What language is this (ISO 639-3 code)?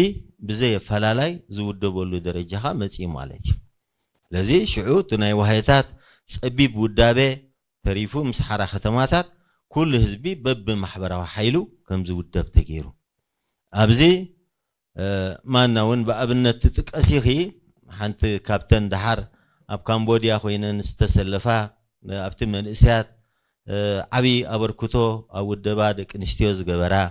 tir